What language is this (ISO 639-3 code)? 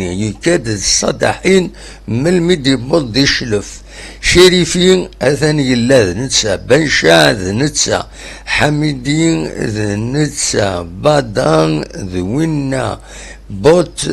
kab